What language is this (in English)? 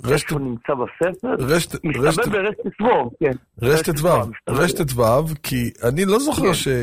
Hebrew